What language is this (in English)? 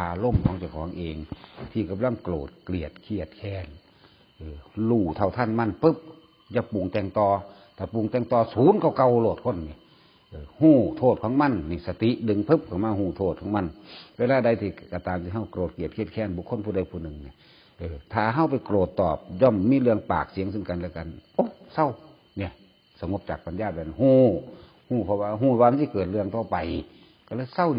Northeastern Thai